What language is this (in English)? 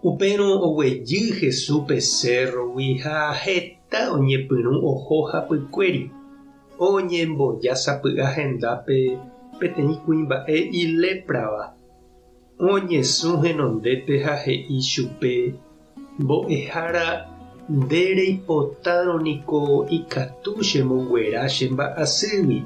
Guarani